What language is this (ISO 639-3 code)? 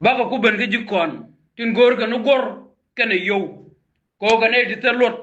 nus